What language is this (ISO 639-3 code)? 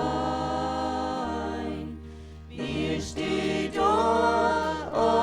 pdt